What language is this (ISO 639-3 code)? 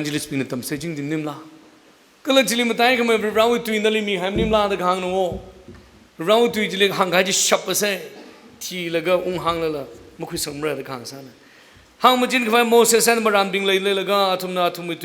nmf